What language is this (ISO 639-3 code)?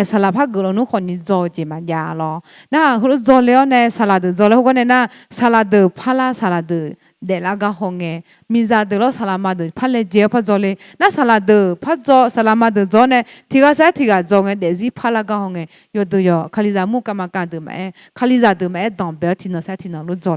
ahk